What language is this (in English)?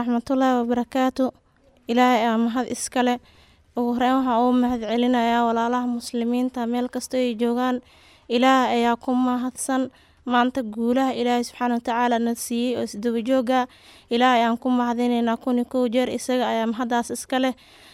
Somali